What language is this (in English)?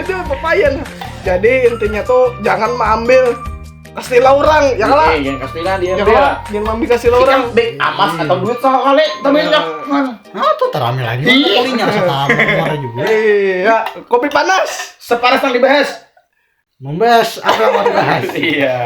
Banjar